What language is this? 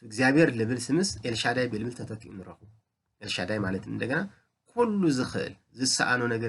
Tigrinya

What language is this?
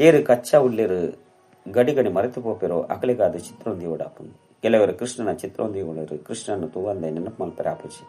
Tulu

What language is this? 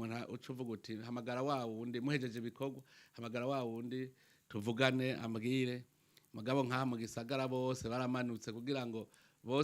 Rundi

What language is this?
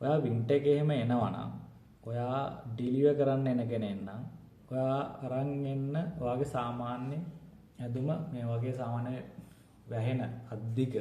Sinhala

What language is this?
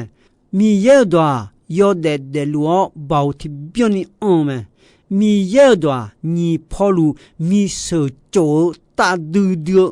Akha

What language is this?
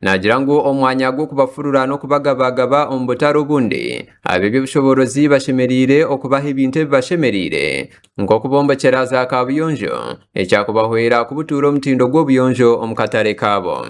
Nyankole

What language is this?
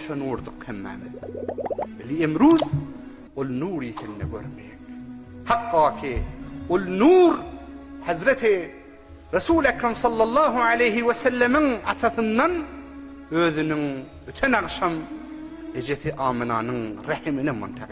Turkmen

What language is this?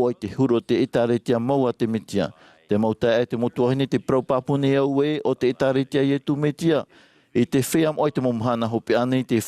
Tahitian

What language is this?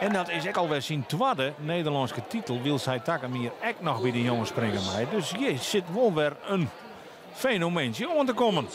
Western Frisian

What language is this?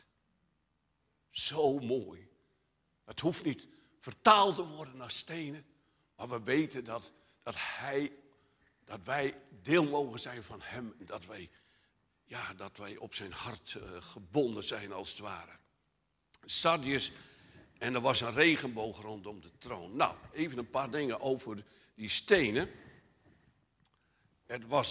Dutch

